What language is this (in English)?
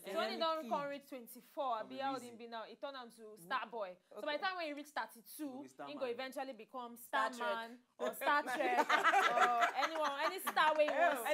Nigerian Pidgin